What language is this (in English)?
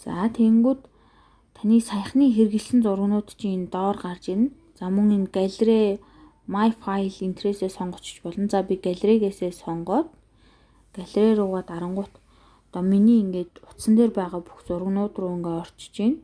Mongolian